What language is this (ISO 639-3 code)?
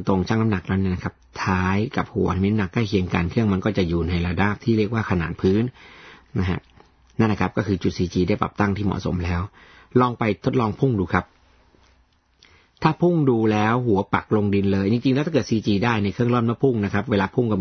tha